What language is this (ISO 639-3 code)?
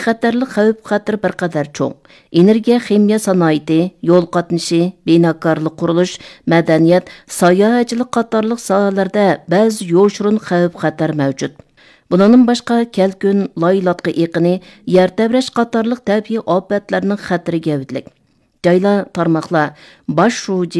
uig